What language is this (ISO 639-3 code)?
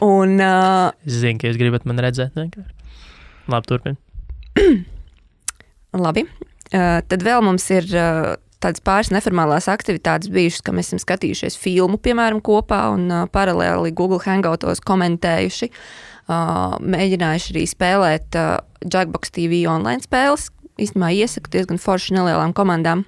lav